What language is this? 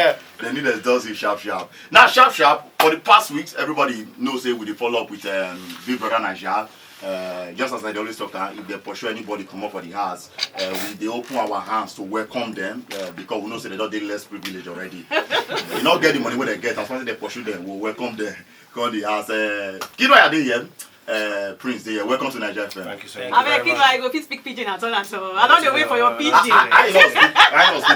Nigerian Pidgin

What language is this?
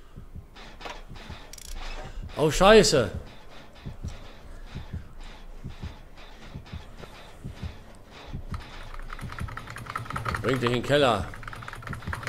German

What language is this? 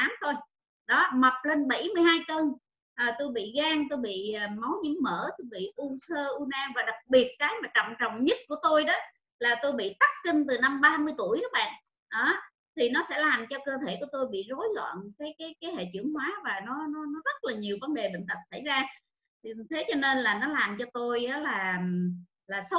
Vietnamese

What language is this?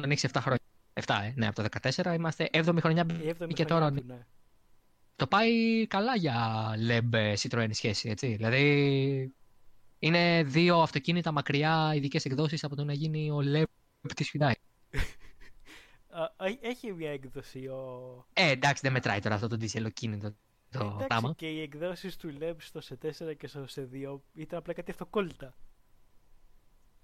Greek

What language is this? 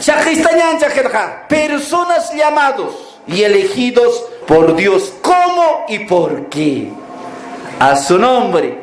Aymara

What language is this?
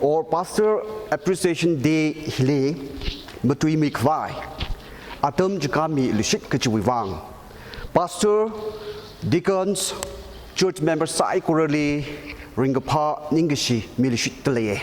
Tangkhul Naga (India)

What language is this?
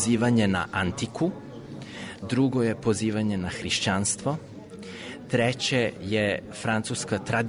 Serbian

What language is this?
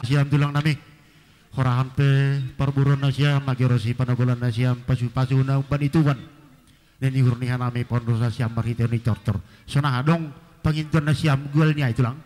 Batak Simalungun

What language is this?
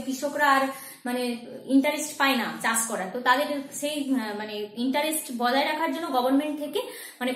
Bangla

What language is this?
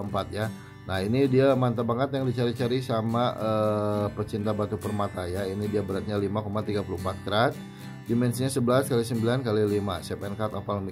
Indonesian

